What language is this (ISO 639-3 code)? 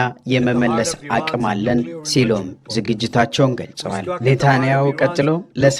amh